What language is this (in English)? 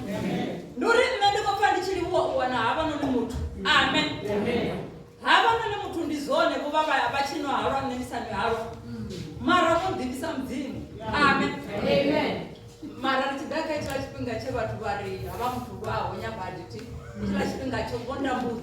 Venda